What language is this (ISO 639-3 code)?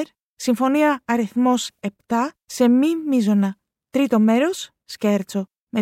ell